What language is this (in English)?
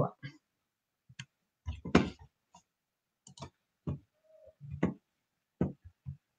Italian